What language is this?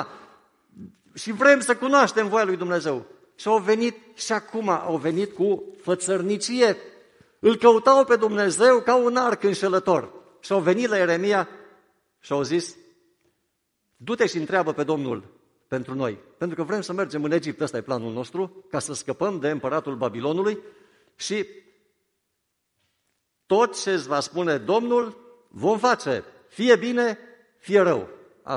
Romanian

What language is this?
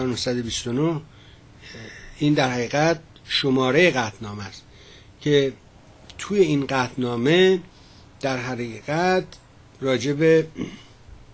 Persian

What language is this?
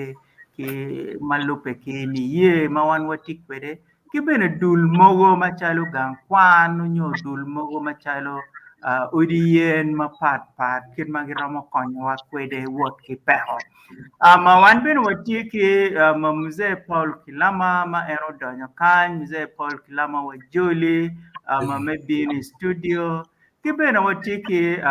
Acoli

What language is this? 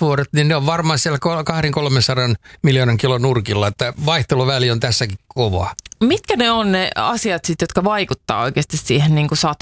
Finnish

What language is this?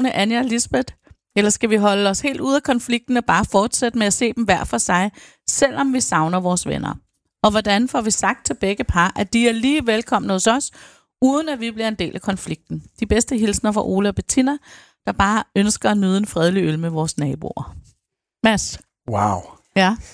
Danish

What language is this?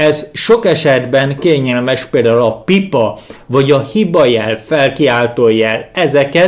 Hungarian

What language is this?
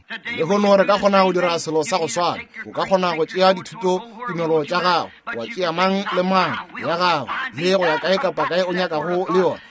Northern Sotho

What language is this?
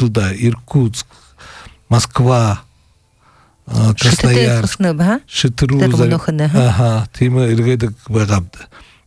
Buriat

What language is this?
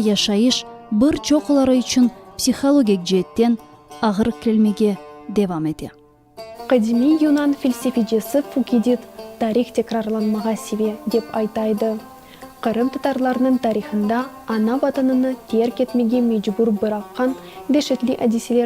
Crimean Tatar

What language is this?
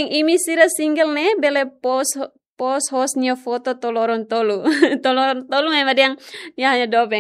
Tetum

